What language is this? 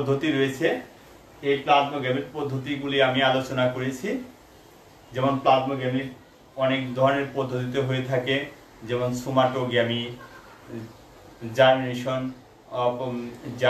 Bangla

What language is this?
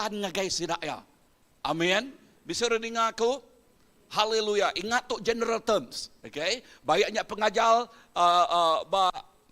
Iban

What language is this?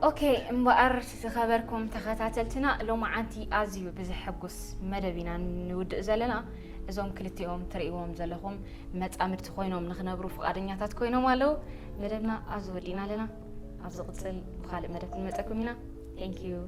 Tigrinya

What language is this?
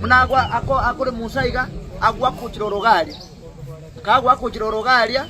Gusii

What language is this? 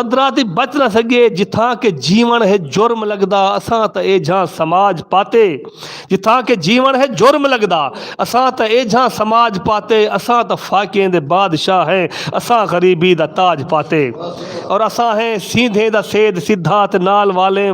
Saraiki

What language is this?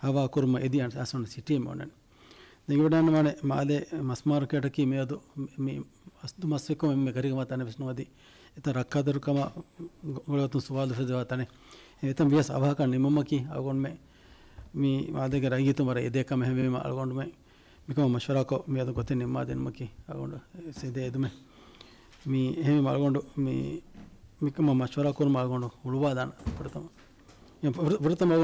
Divehi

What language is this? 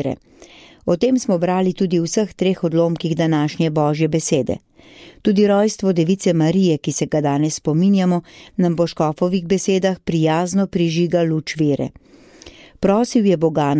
Slovenian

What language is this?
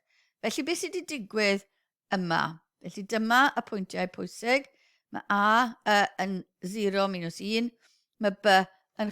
Welsh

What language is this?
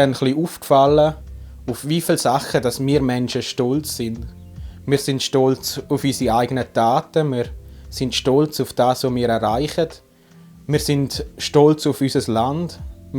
Swiss German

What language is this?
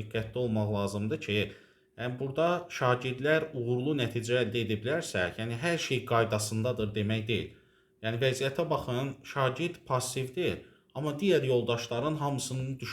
Azerbaijani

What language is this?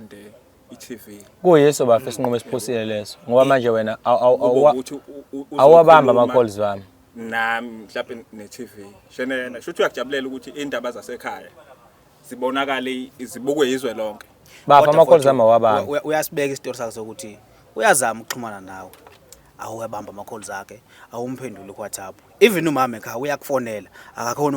Zulu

